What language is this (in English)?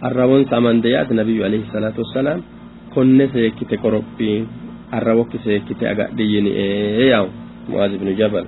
Sidamo